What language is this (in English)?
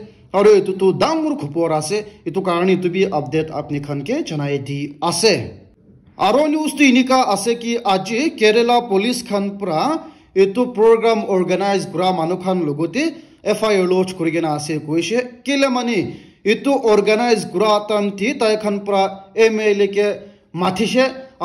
Naga Pidgin